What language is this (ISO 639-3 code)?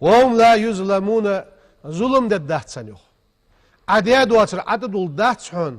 inh